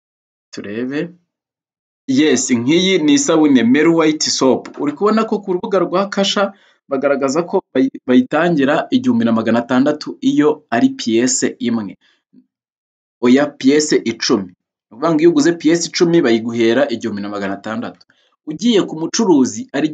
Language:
Kinyarwanda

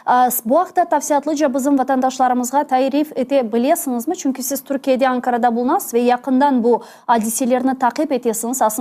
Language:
Crimean Tatar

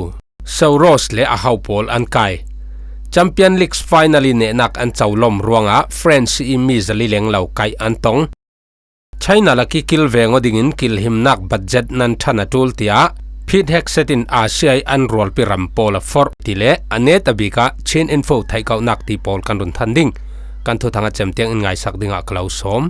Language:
Falam Chin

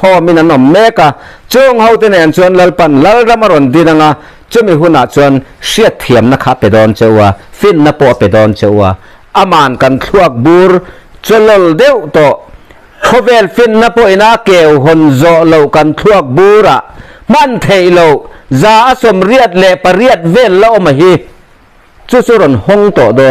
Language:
Mizo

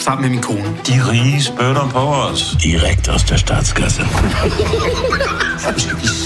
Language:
Danish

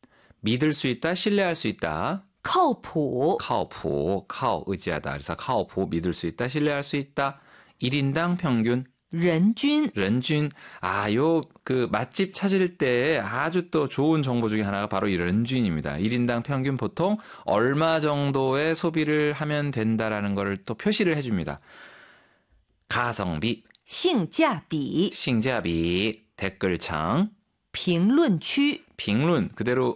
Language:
Korean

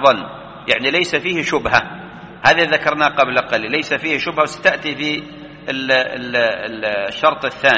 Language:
Arabic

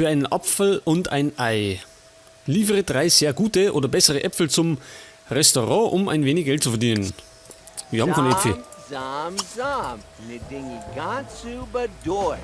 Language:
Bavarian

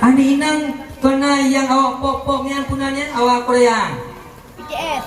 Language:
Achinese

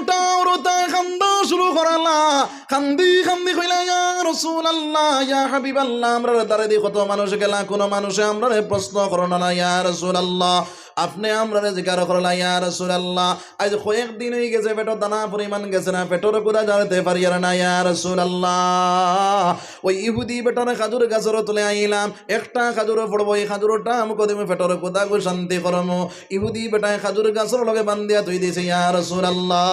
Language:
Sylheti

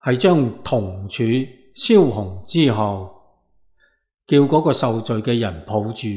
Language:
Cantonese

